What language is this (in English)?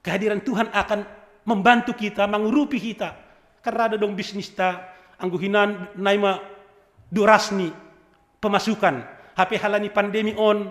Batak Simalungun